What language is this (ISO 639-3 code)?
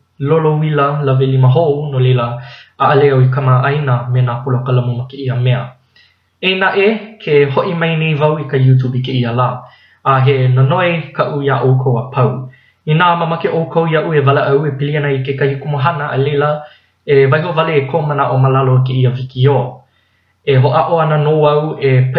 haw